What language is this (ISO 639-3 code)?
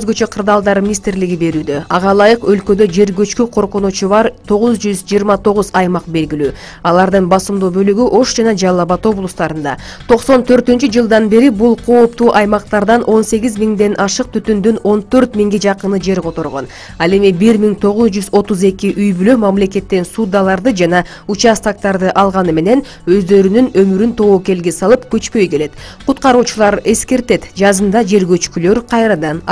kir